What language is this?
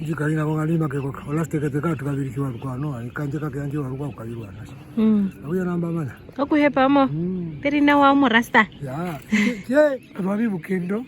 Herero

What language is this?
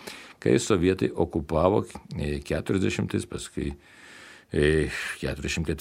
Lithuanian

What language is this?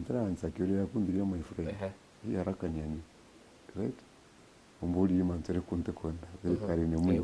Meru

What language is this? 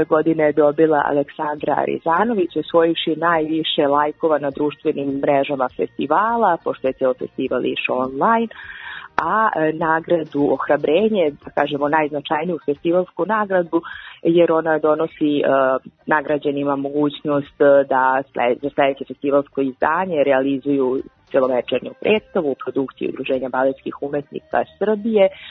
Serbian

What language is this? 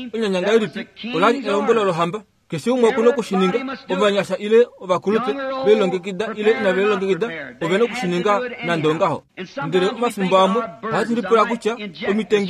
Kuanyama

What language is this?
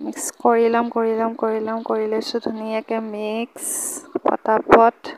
Assamese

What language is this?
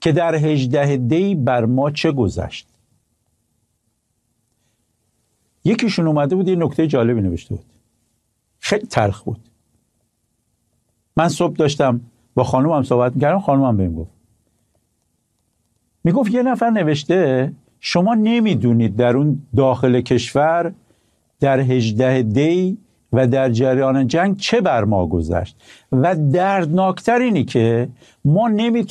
Persian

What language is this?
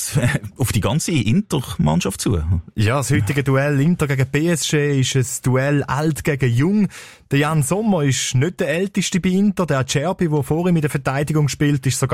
German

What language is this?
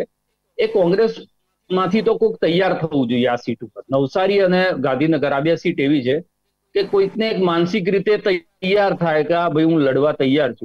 Gujarati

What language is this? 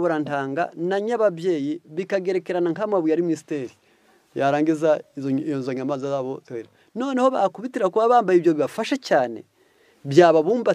Kinyarwanda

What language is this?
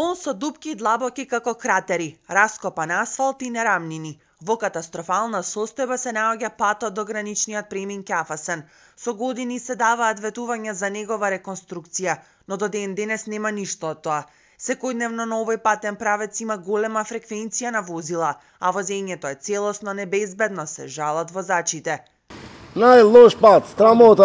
Macedonian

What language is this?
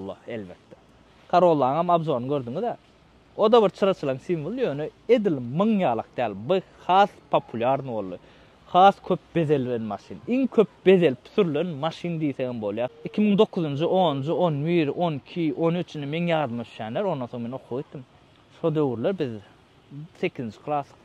Turkmen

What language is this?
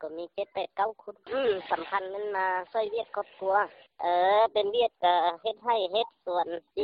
Lao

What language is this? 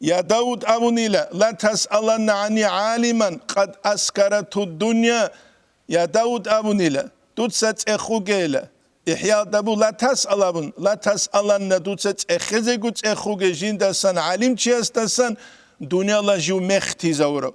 Avaric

